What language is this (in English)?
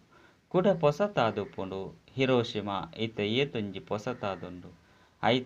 Tulu